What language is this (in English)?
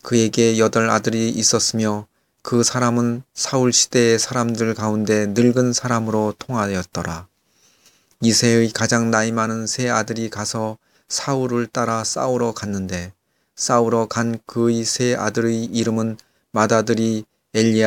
Korean